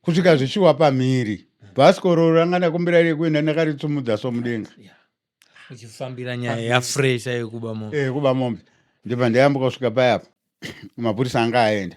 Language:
Shona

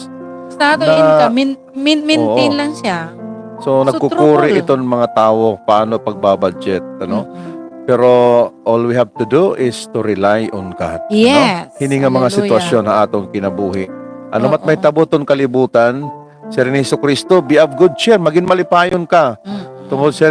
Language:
Waray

